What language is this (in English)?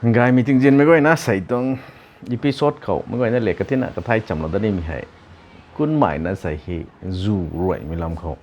Rongmei Naga